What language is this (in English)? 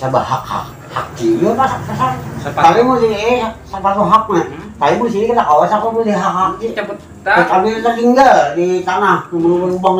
Banjar